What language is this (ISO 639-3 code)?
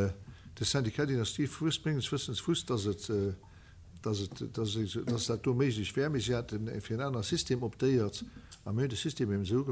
ltz